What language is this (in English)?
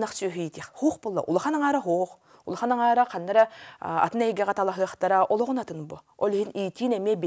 Yakut